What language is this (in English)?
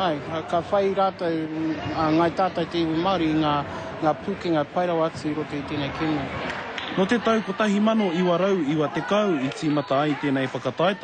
Māori